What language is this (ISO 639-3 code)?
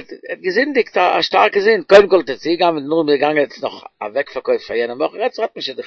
yid